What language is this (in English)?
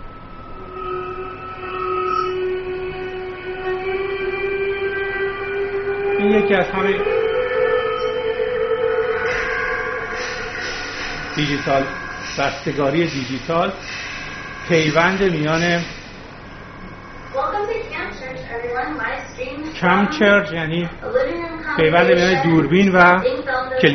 Persian